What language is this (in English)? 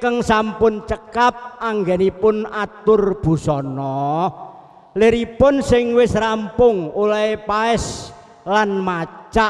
Javanese